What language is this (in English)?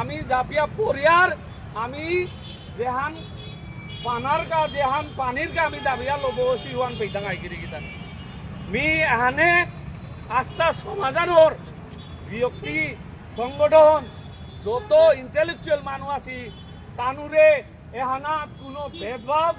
Bishnupriya